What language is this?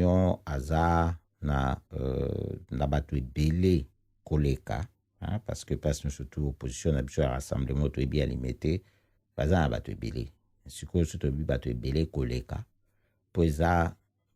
Lingala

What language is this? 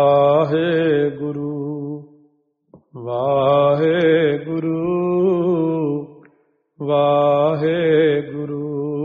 Punjabi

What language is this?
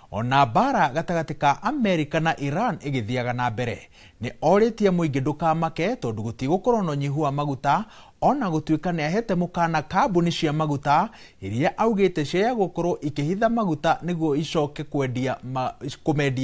Kikuyu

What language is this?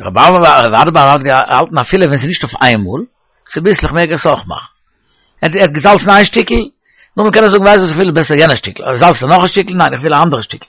Yiddish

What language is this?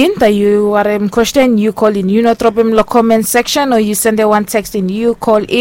Bislama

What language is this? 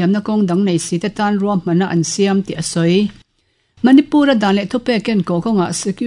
Mizo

